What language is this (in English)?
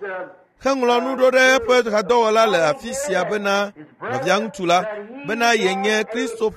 Ewe